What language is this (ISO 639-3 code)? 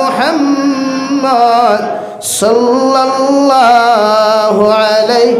syl